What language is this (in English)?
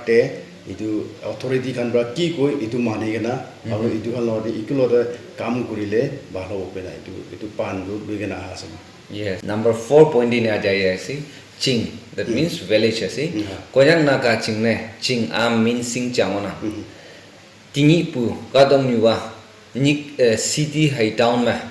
Naga Pidgin